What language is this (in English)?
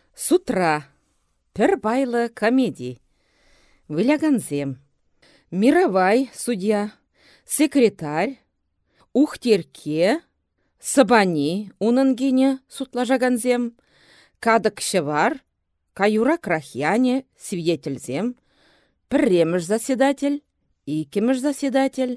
Chuvash